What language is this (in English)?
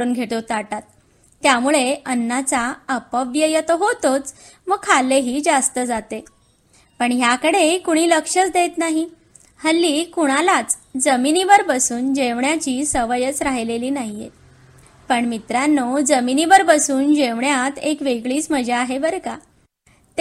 Marathi